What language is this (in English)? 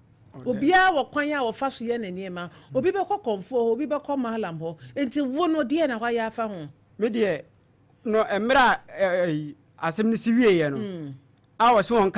Akan